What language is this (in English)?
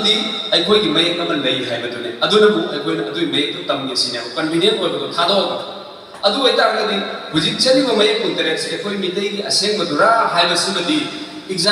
Manipuri